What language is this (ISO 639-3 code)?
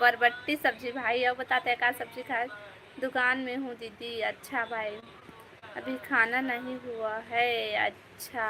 hne